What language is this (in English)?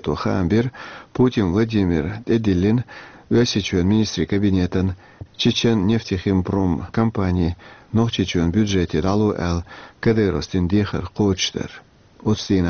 Chechen